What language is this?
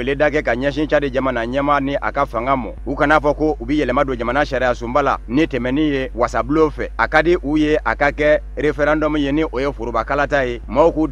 Bambara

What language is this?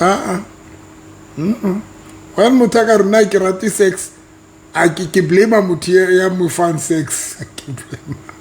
Southern Sotho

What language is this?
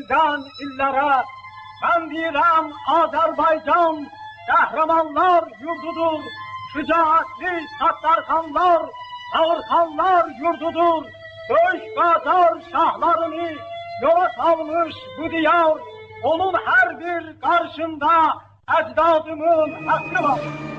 Persian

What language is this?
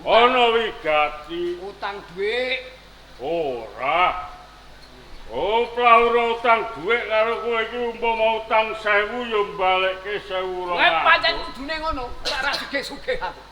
Javanese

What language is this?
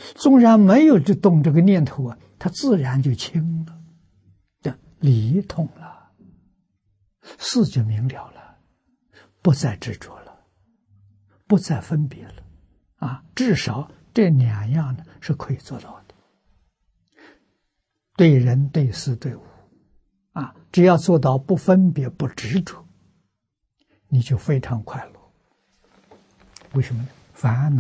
Chinese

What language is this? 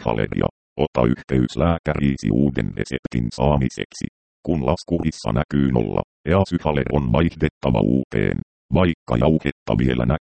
Finnish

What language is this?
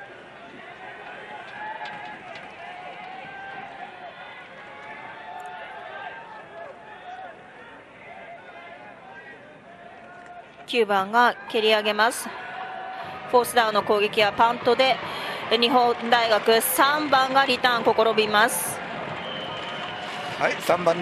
Japanese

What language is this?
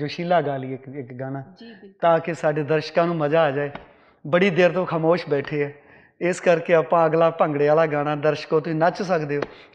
Punjabi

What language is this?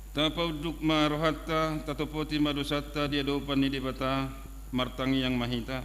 Batak Toba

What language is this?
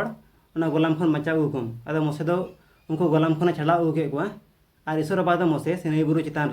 Santali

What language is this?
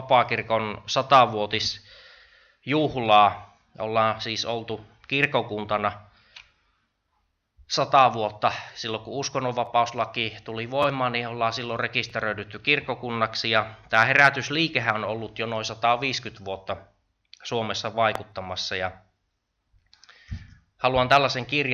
Finnish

